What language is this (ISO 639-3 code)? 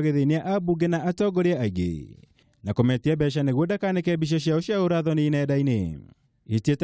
kik